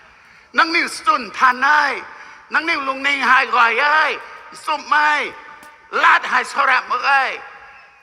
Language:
Rongmei Naga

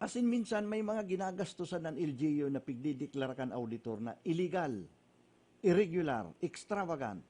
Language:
Bikol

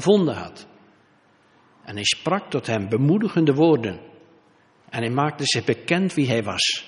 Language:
Dutch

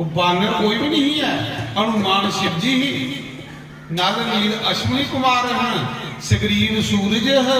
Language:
Dogri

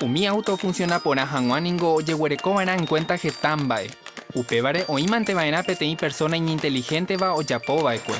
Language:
Guarani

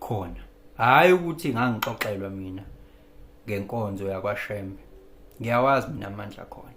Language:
Zulu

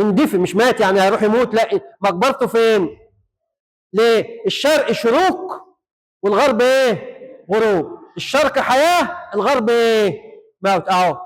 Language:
Egyptian Arabic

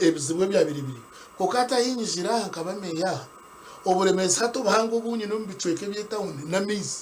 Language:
Nyankole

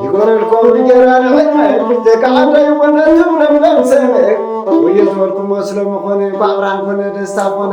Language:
Tigrinya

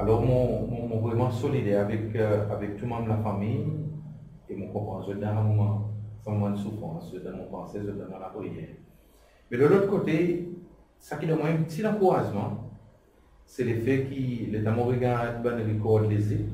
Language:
Seselwa Creole French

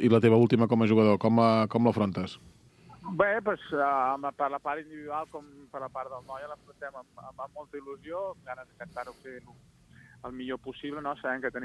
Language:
Catalan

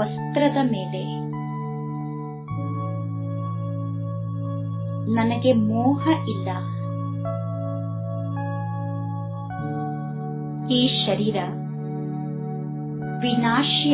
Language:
Kannada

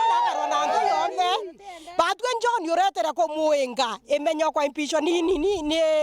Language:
Meru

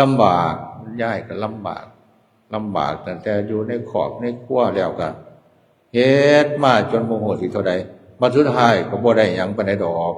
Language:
Lao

